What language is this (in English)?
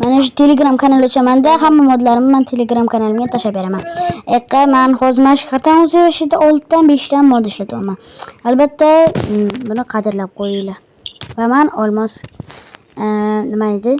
Uzbek